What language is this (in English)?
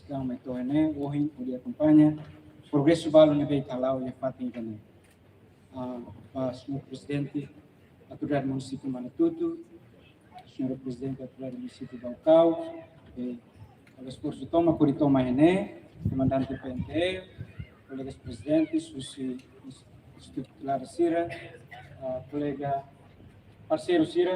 Tetum